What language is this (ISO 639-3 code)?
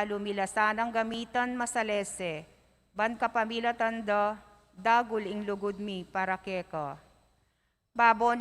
pam